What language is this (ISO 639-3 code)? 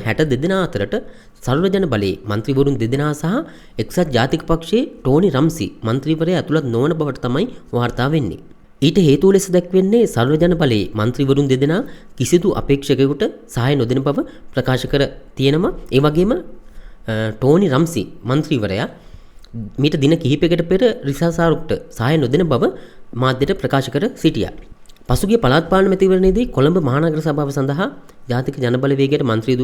sin